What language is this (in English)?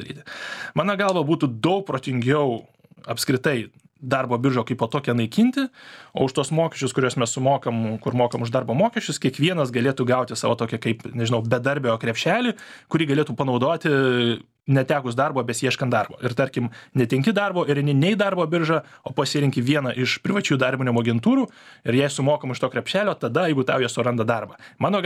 Lithuanian